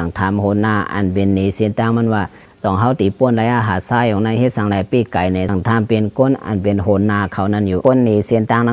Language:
Shan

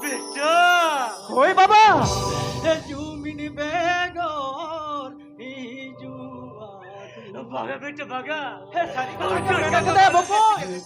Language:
Santali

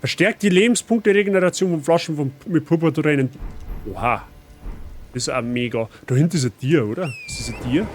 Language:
Bavarian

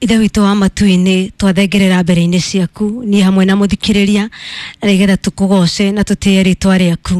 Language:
Kikuyu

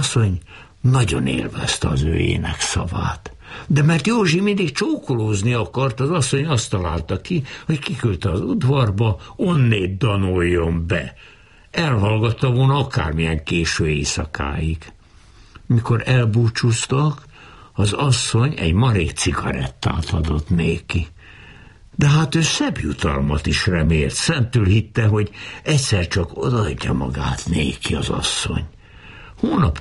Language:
Hungarian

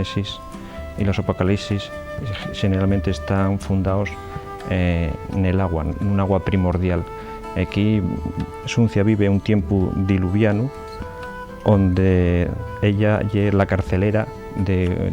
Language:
Asturian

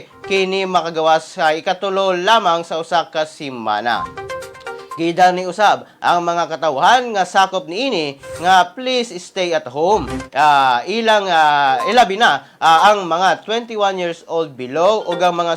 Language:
Cebuano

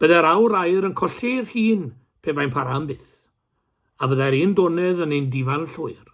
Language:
Welsh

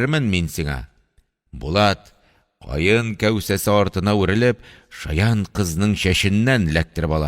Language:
Tatar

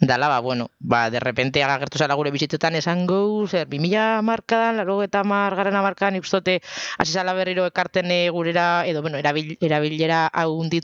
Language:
Basque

